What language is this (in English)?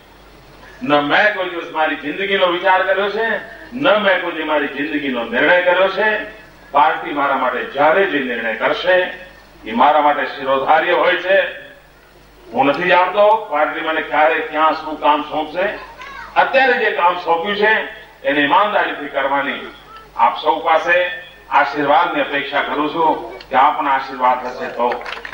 Gujarati